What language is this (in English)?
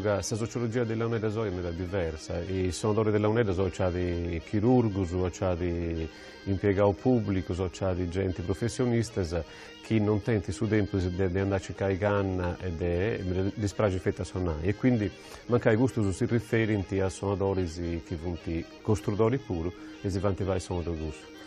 Sardinian